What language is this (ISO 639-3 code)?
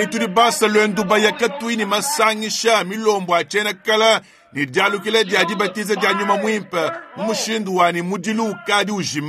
lua